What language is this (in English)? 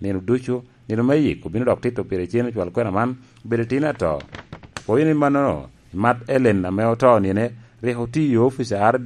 Lango (Uganda)